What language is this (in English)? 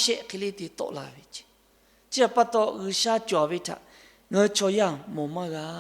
Lahu